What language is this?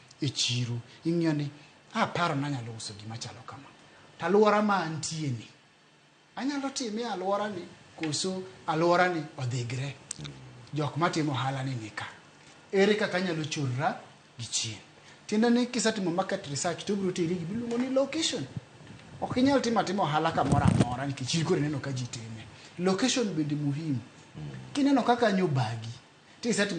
Luo (Kenya and Tanzania)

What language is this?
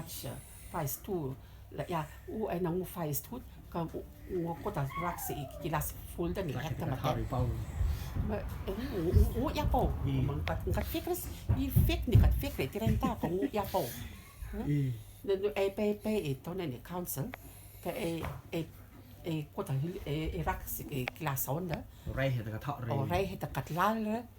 Rotuman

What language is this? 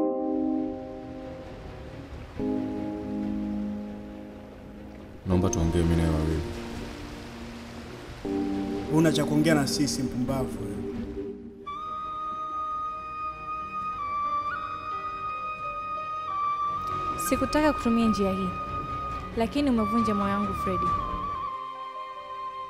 Swahili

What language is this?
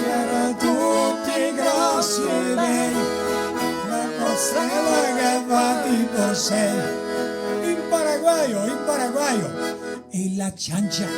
Venetian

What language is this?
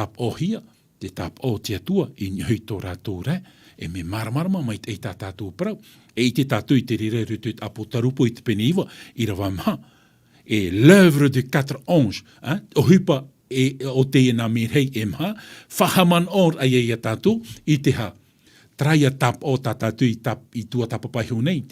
Tahitian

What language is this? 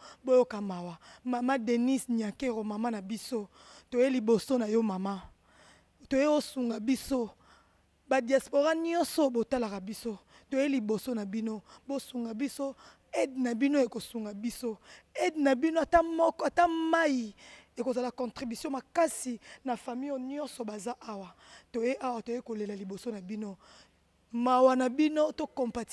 Lingala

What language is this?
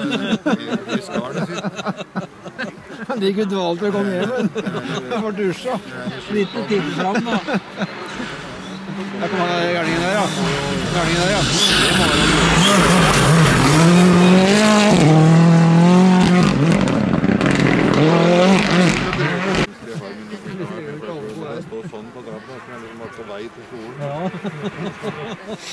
Norwegian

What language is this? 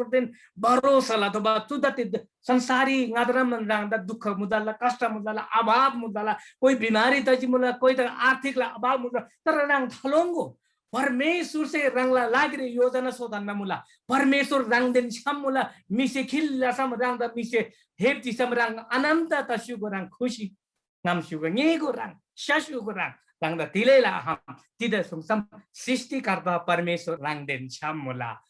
Eastern Tamang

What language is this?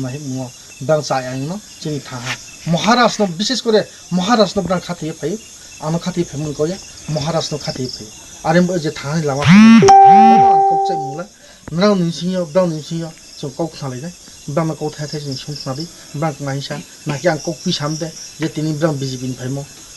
Kok Borok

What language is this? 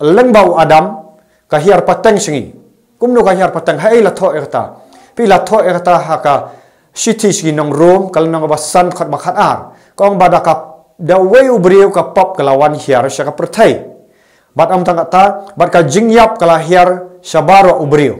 Khasi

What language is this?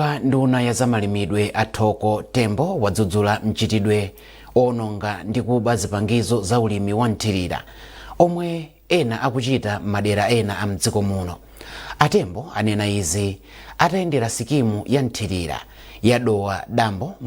Nyanja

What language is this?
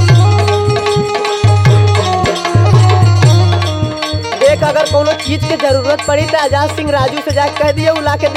Bhojpuri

